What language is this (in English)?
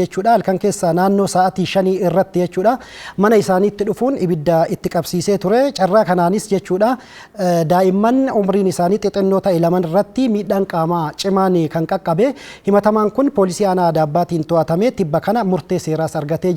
Oromo